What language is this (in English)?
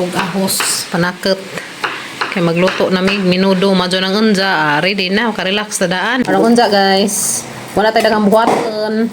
Cebuano